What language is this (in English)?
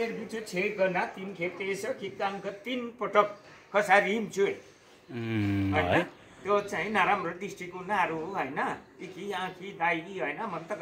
Nepali